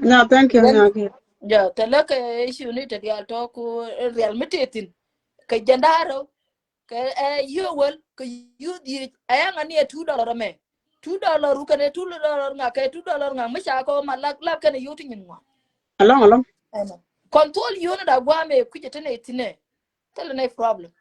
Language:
Nuer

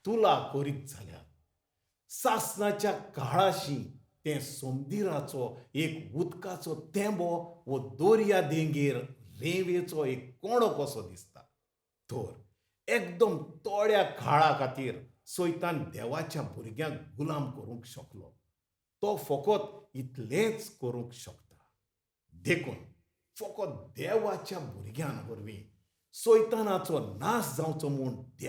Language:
Konkani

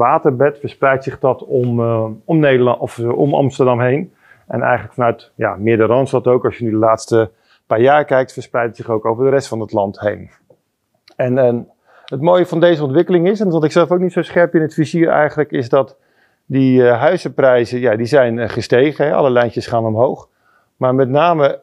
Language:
Dutch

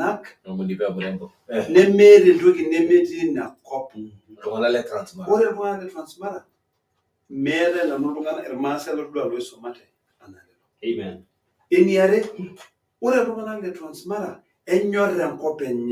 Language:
Masai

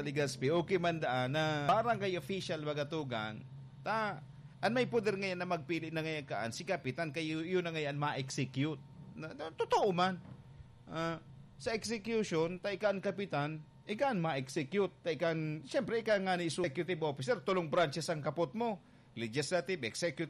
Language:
Bikol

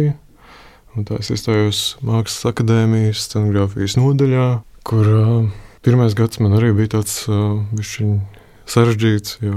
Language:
Latvian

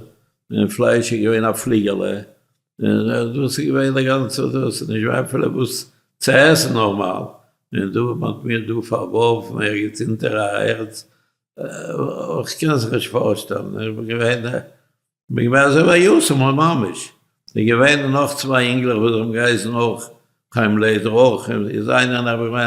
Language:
Yiddish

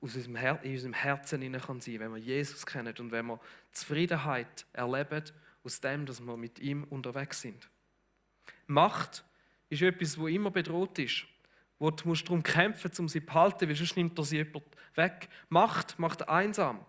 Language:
Swiss German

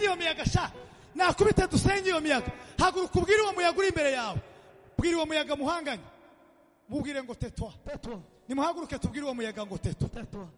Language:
Kinyarwanda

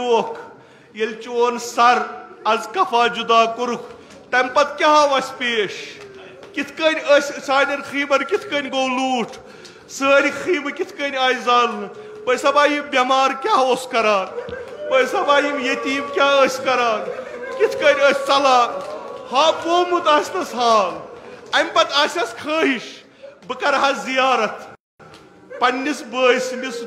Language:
Kashmiri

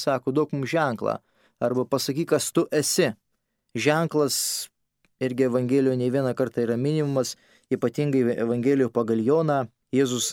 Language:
Lithuanian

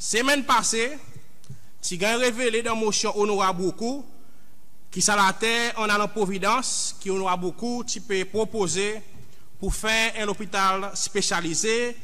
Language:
Seselwa Creole French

